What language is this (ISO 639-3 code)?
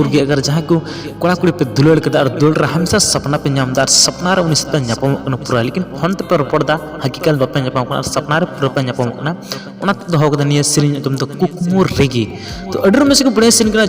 sat